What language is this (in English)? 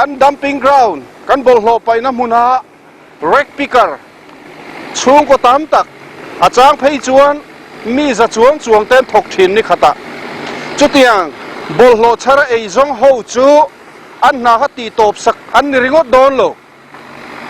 Mizo